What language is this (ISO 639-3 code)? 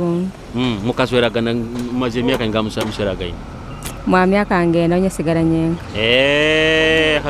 nyo